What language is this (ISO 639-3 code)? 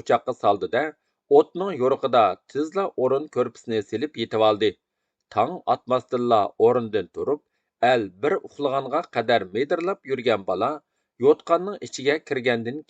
uig